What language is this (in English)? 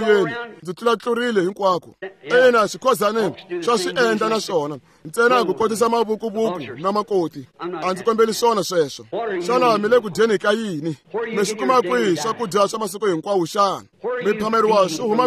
Tsonga